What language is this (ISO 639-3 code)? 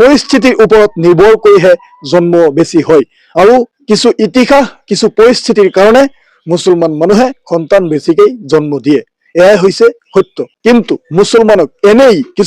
asm